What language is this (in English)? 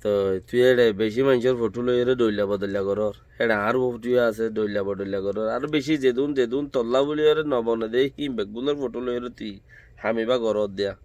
Rohingya